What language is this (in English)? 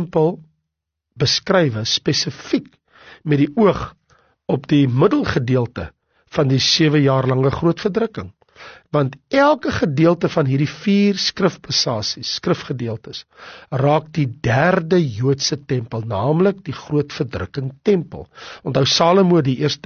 Afrikaans